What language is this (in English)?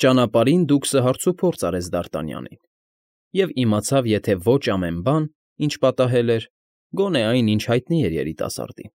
Armenian